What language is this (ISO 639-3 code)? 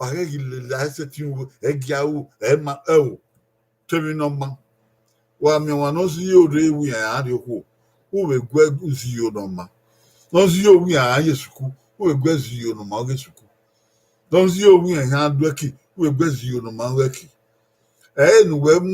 bin